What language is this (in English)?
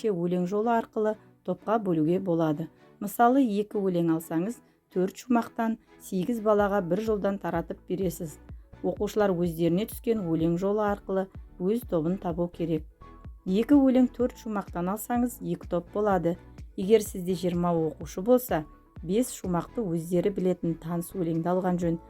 Kazakh